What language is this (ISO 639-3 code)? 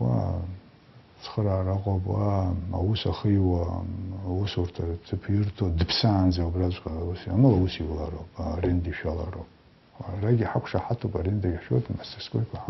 abk